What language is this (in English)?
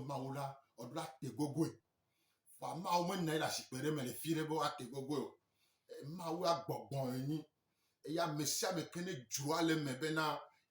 Gen